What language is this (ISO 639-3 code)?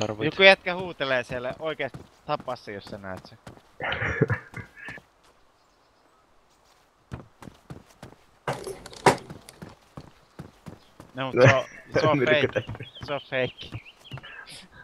fin